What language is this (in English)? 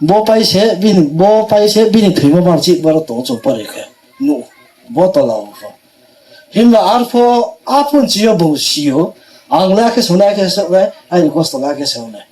Riang (India)